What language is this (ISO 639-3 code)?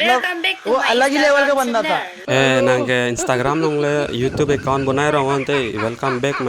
mjw